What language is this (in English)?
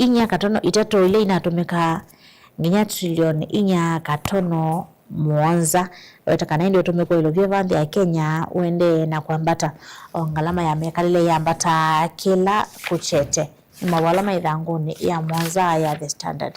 Kamba